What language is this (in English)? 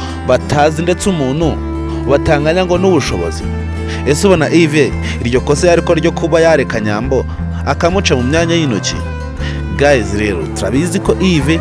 Kinyarwanda